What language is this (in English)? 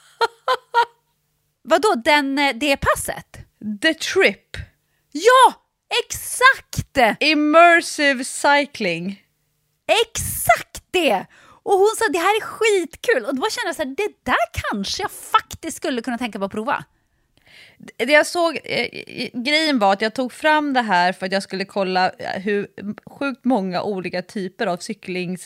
Swedish